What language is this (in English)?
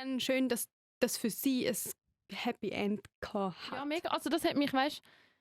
Swiss German